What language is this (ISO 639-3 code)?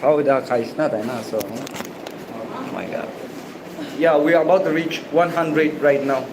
nag